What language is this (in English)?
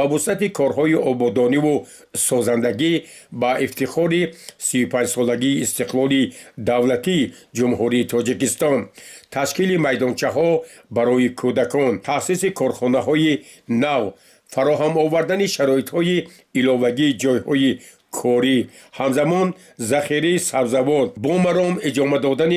Tajik